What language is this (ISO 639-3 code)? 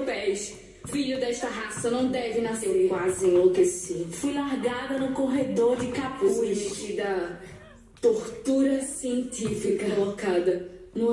por